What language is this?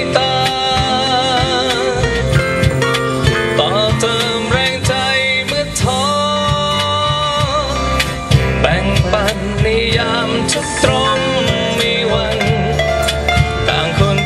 Thai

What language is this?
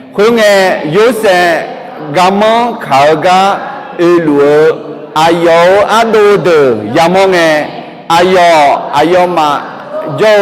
Akha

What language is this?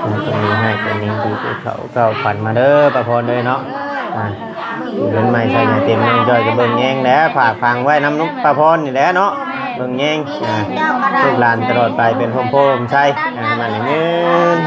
Northeastern Thai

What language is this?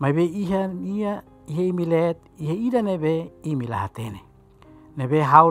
Tetum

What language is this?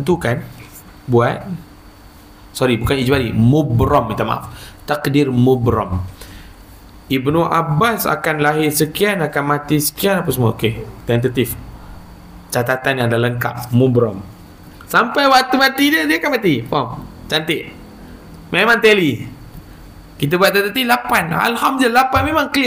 Malay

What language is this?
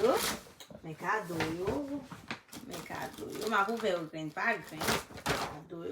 Haitian Creole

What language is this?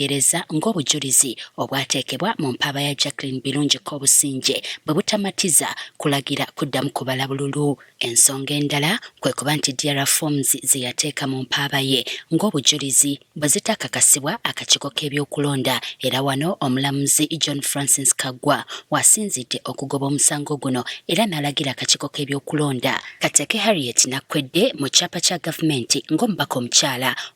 Ganda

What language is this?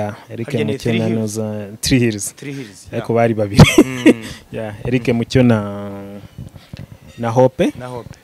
Kinyarwanda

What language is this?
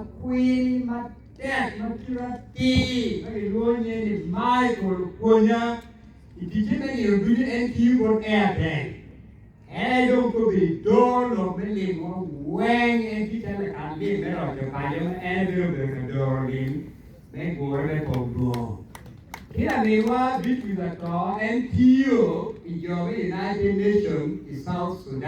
Acoli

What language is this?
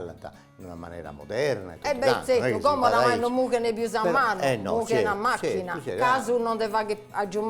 Sardinian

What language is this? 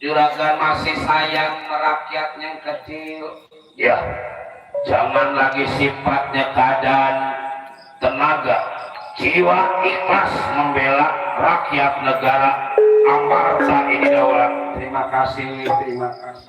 Betawi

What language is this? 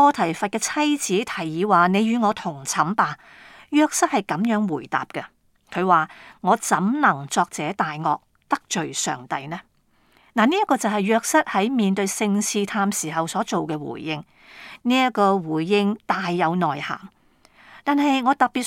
Cantonese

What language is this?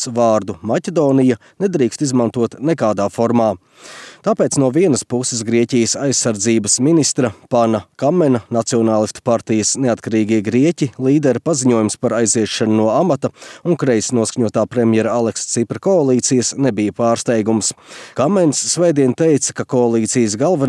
Latvian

